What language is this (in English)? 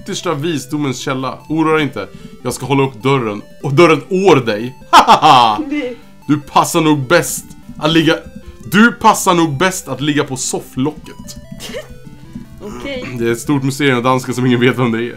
Swedish